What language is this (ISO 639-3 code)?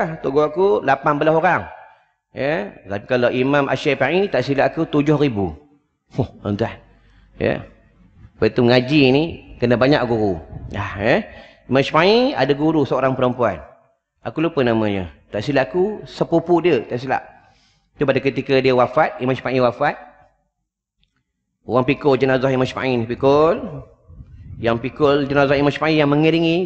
msa